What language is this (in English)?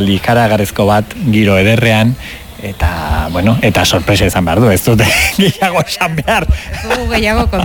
Basque